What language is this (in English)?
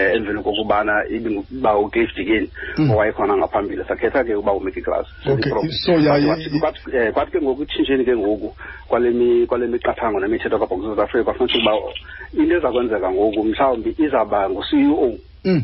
Xhosa